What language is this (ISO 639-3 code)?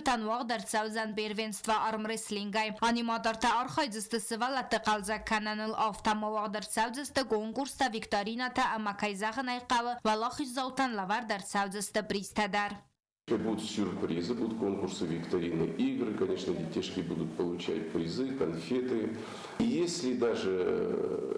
oss